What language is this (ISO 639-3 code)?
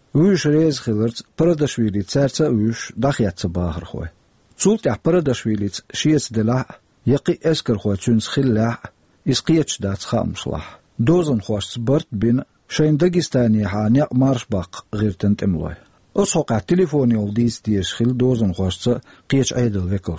che